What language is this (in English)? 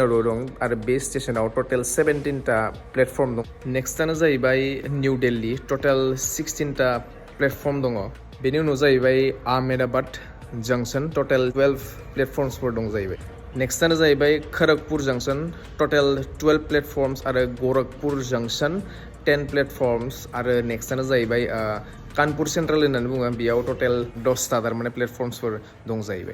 Bodo